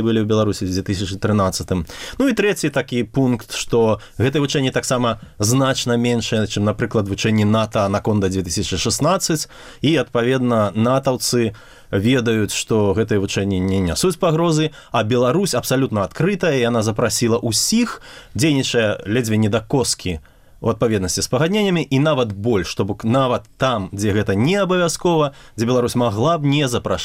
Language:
Belarusian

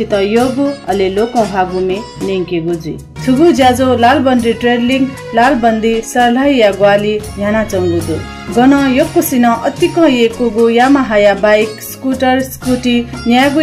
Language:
Newari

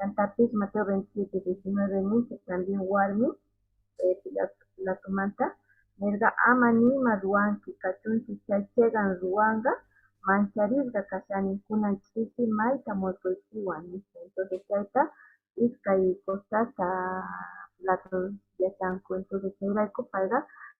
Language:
Quechua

